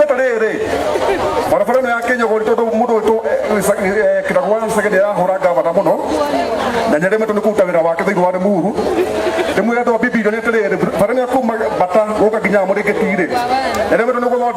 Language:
Kikuyu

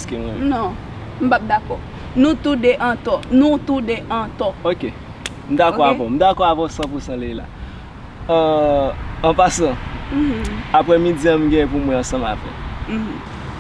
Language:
Haitian Creole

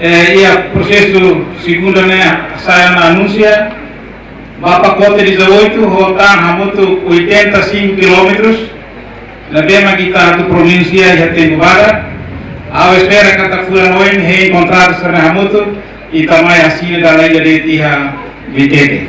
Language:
Tetum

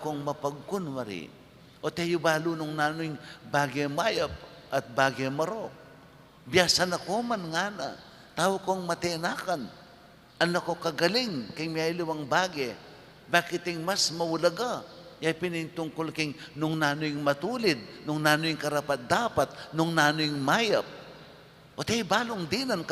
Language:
Pampanga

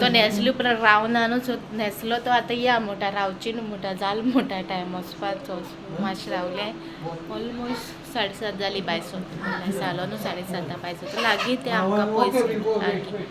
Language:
Konkani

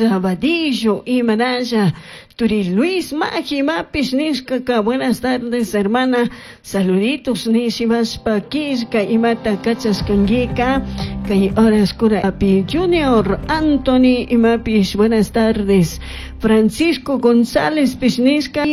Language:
Chimborazo Highland Quichua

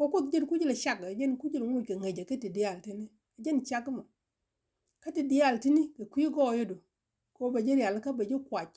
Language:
Nuer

